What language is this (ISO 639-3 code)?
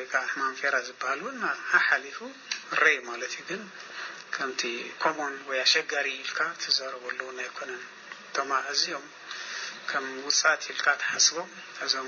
tir